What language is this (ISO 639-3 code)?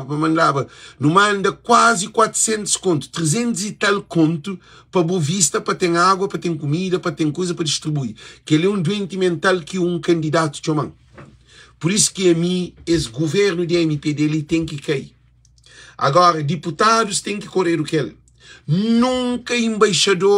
kea